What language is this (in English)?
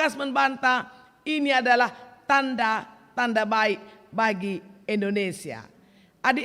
Batak Karo